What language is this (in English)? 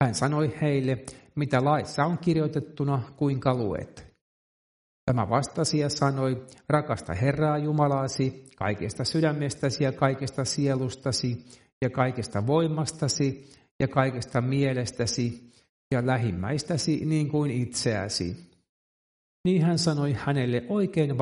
Finnish